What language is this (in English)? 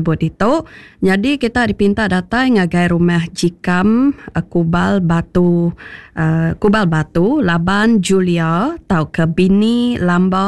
Iban